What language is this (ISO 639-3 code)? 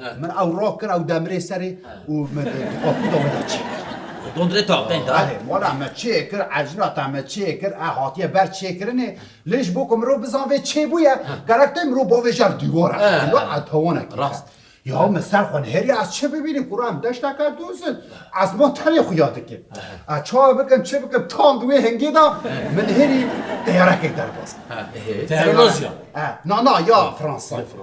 kur